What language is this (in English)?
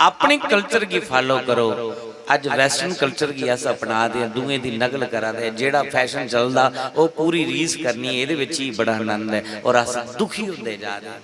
Dogri